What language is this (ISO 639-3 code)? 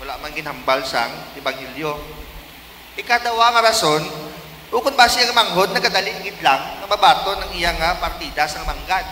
hil